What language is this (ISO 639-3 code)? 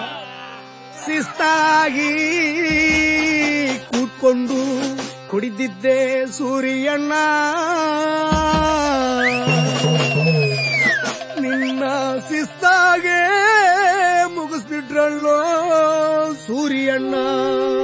kan